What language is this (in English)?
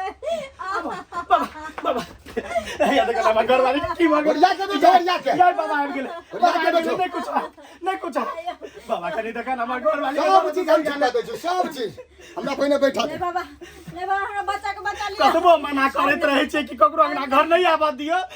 Maithili